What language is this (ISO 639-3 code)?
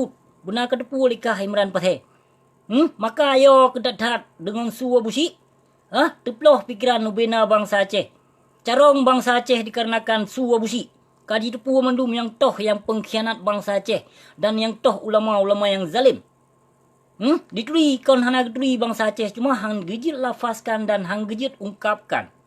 ace